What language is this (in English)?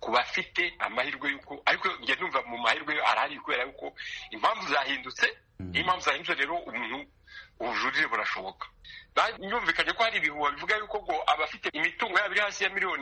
Kinyarwanda